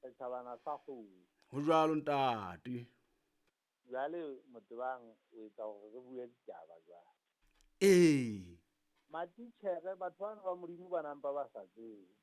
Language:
Southern Sotho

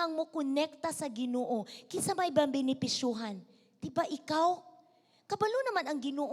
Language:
Cebuano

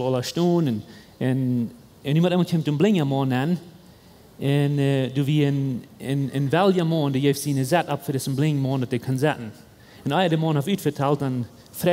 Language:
Plautdietsch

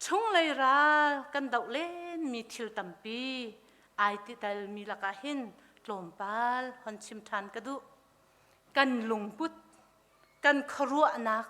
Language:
Hakha Chin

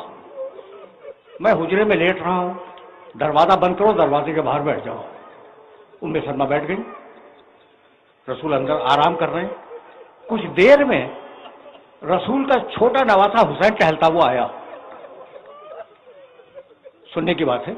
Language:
Urdu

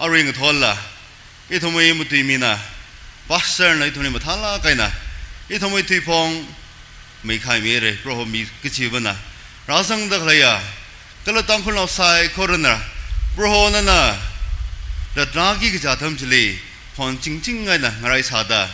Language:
Tangkhul Naga (India)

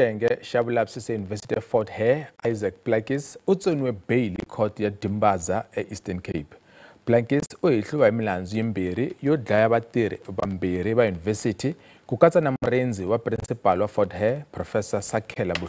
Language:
Tsonga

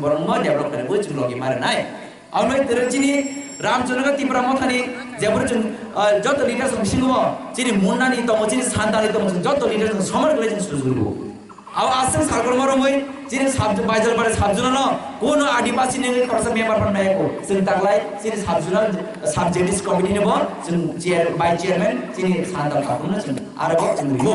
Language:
Kok Borok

